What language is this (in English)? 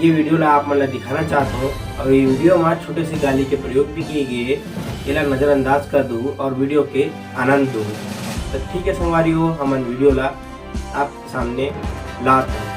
Chhattisgarhi